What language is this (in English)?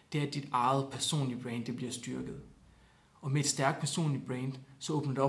Danish